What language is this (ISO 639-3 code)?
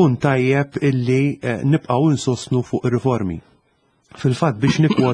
mlt